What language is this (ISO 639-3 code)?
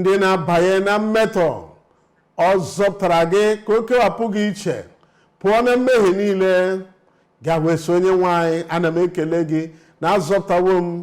ibo